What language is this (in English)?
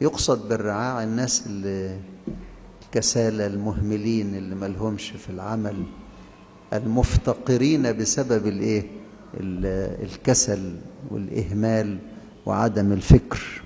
Egyptian Arabic